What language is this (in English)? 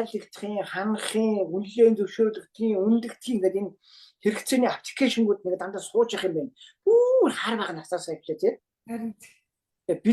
Mongolian